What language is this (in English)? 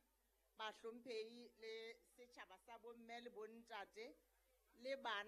Southern Sotho